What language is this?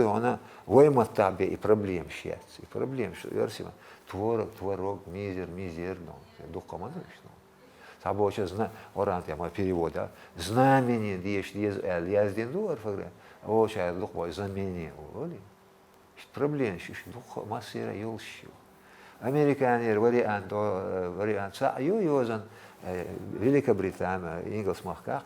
Chechen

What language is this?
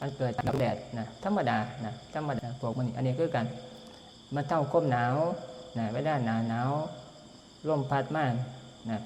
Northeastern Thai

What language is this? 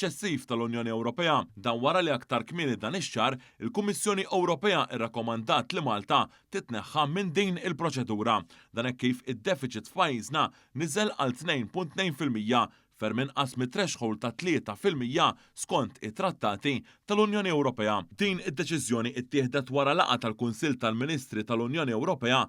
Maltese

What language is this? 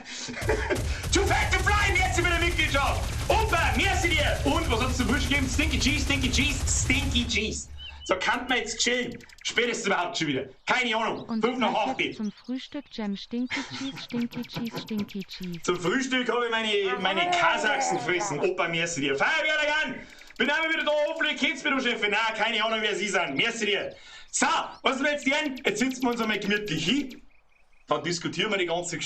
Bavarian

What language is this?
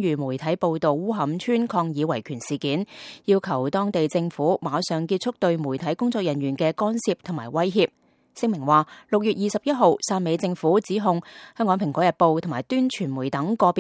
Cantonese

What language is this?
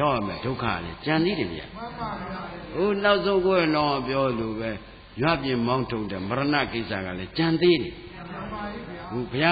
Burmese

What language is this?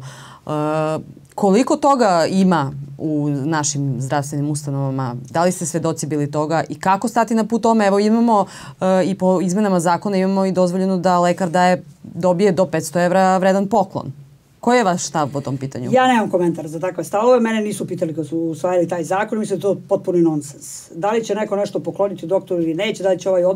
Serbian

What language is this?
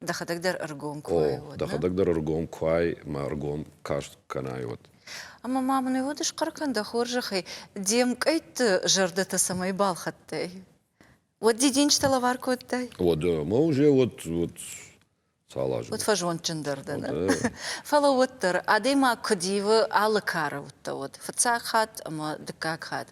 Ossetic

